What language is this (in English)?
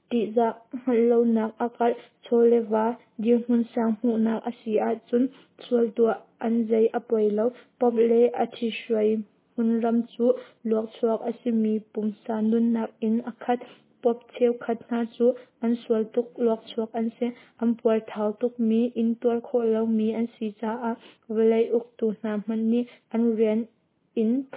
Hakha Chin